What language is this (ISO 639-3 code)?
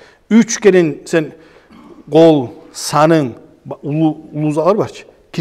kum